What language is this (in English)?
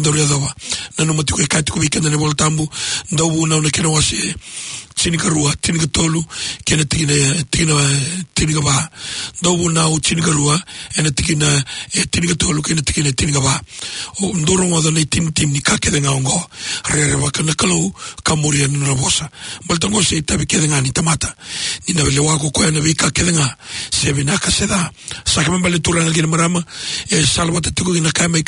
Fijian